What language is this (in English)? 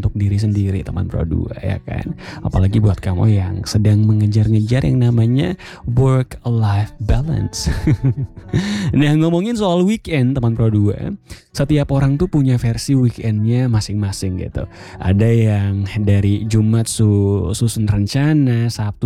Indonesian